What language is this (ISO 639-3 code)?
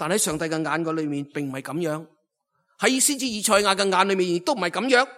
yue